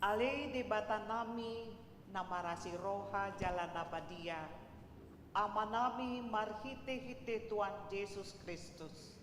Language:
Batak Toba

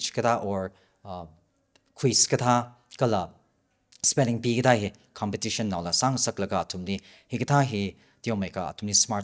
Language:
Tangkhul Naga (India)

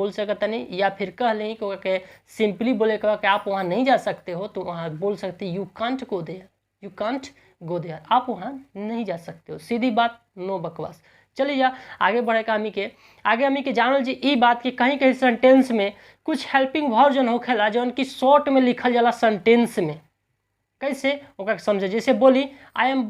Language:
Bhojpuri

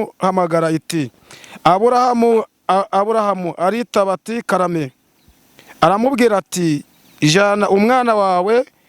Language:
Kinyarwanda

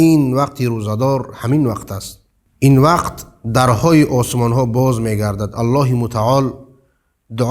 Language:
Persian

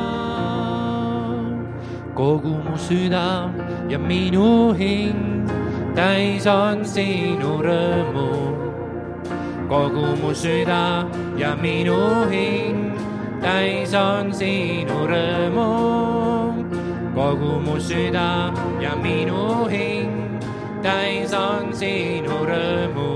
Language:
Estonian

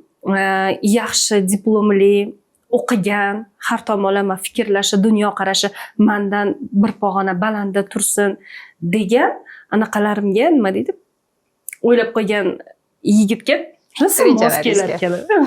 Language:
Uzbek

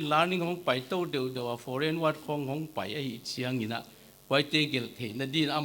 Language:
Paite Chin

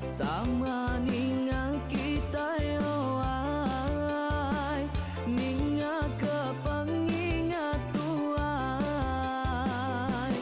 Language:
Iban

